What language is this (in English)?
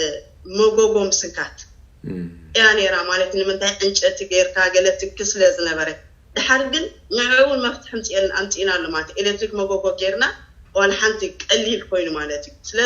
Tigrinya